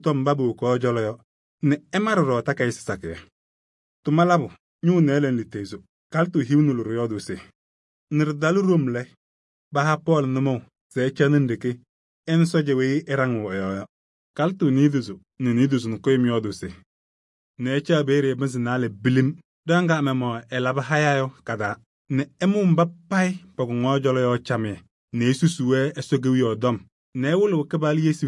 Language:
Kabiyè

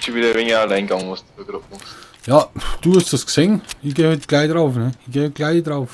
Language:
Bavarian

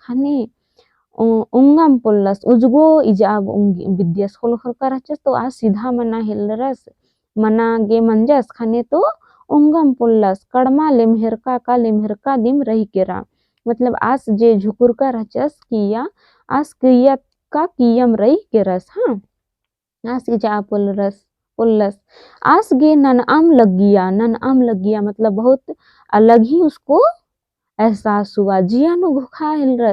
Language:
Kurukh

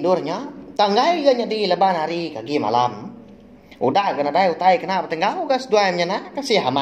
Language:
Iban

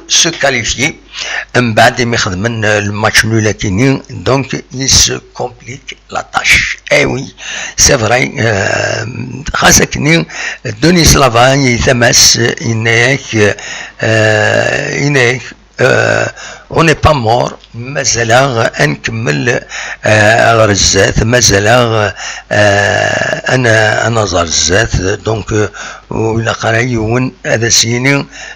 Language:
Kabyle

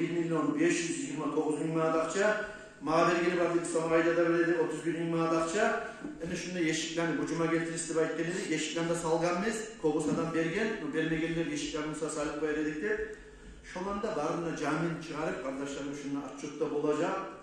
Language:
Kumyk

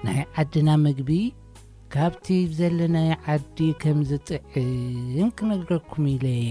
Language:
Tigrinya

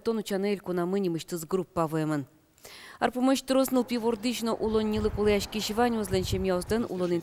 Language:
Udmurt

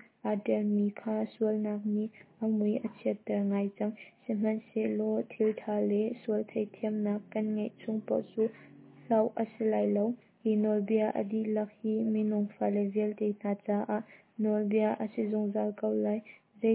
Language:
Hakha Chin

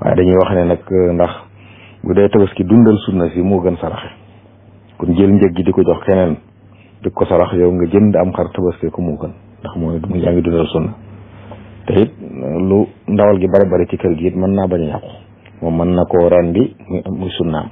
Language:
Wolof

